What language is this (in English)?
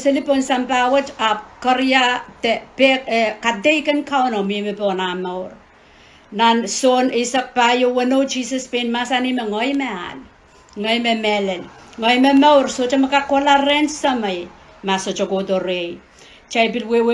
Pohnpeian